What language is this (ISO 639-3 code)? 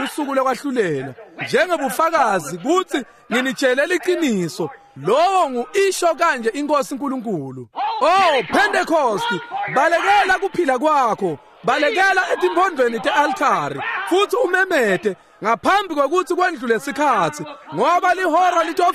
ssw